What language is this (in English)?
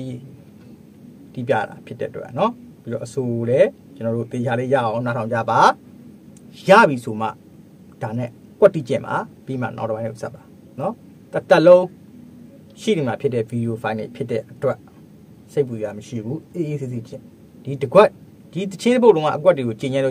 Burmese